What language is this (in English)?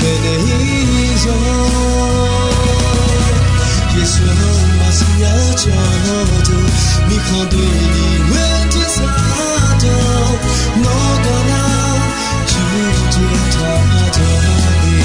Akha